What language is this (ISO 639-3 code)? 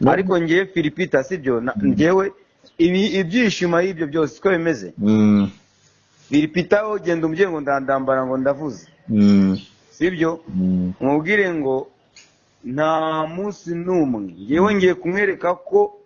kin